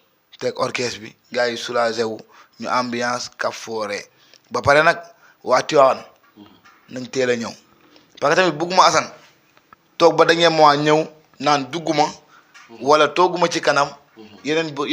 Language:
Wolof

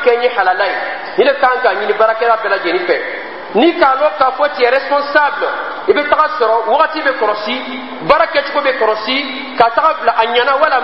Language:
Dyula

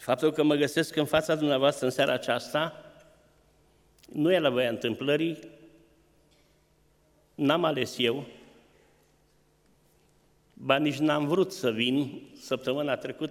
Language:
Romanian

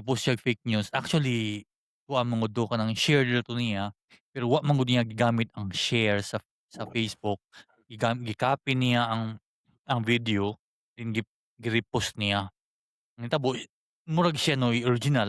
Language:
Cebuano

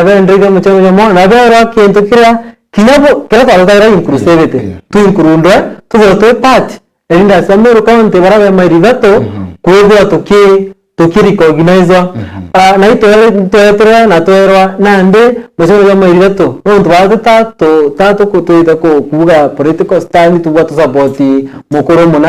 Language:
Meru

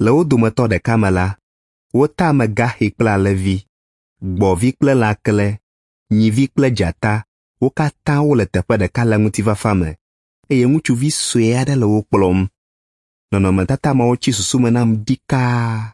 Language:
Ewe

